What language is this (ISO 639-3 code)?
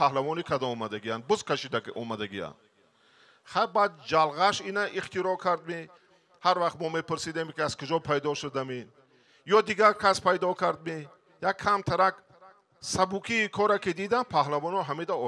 tgk